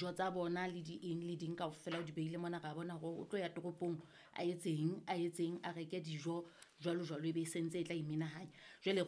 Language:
Southern Sotho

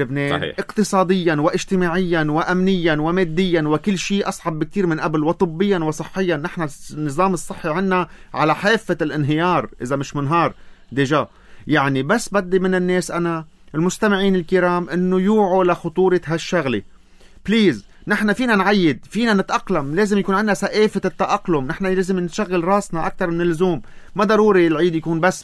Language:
North Levantine Arabic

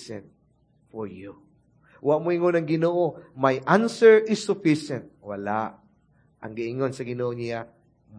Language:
Cebuano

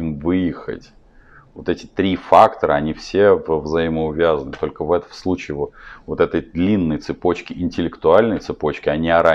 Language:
Russian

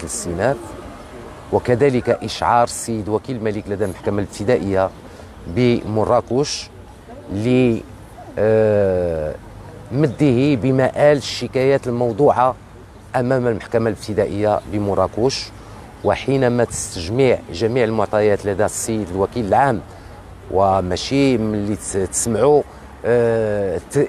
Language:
Moroccan Arabic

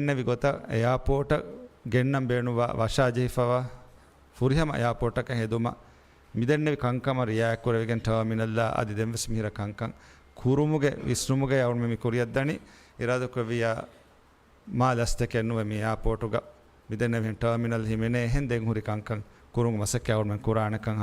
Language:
Divehi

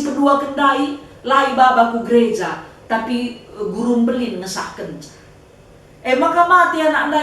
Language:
Batak Karo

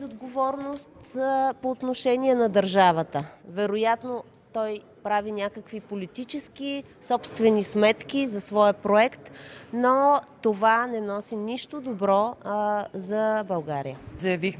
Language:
Bulgarian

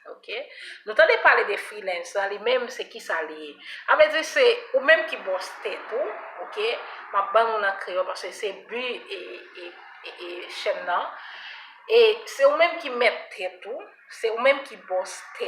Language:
Haitian Creole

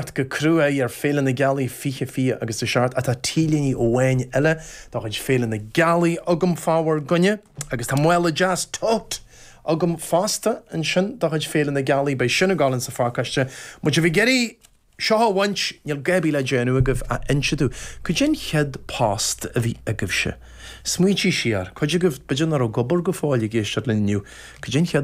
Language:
Irish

